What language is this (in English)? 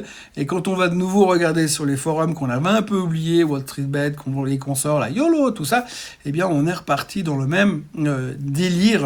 French